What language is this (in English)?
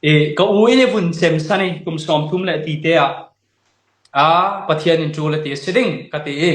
Falam Chin